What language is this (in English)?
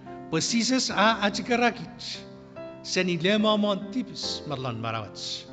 Chuukese